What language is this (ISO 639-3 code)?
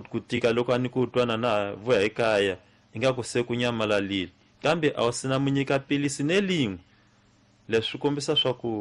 tso